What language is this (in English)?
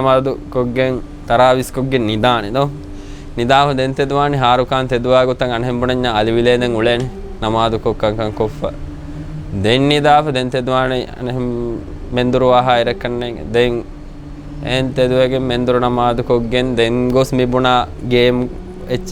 Divehi